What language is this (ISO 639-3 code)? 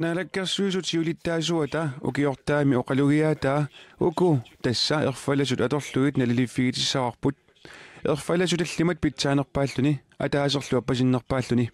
kal